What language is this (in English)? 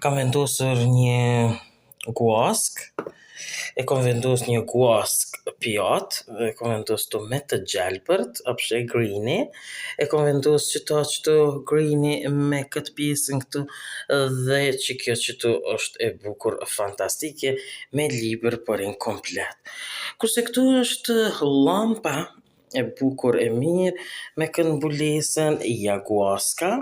Albanian